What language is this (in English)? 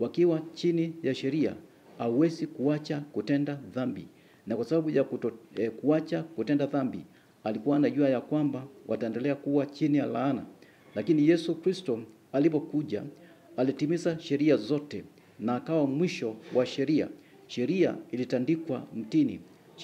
Swahili